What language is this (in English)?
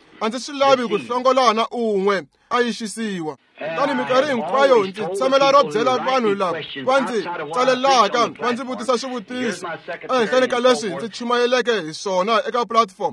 Tsonga